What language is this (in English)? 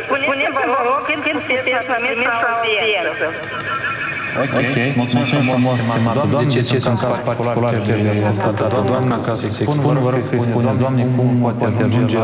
Romanian